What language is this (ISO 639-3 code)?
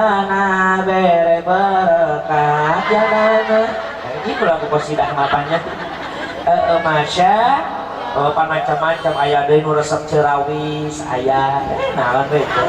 sun